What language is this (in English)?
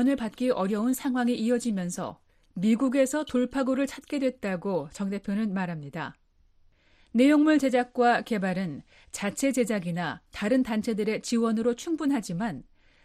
Korean